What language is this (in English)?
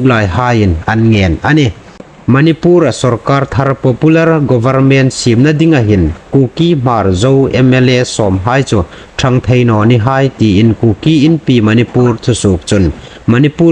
Hmar